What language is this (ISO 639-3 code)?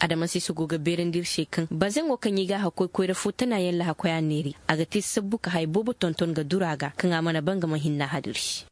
ses